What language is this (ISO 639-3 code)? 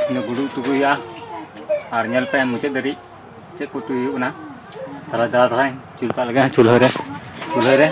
sat